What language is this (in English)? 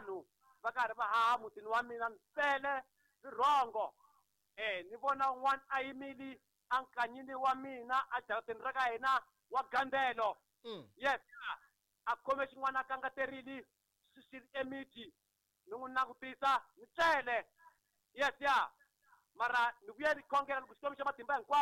Tsonga